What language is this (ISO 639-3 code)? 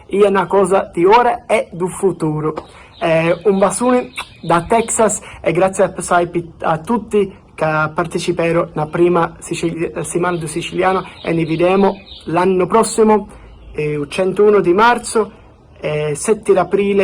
scn